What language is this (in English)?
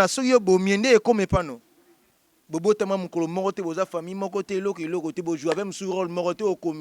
Lingala